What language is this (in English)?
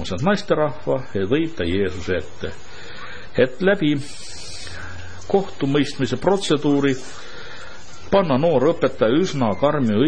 Estonian